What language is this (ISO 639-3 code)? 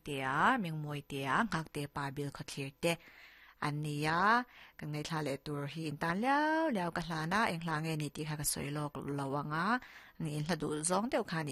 lus